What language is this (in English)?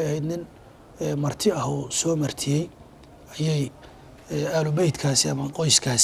Somali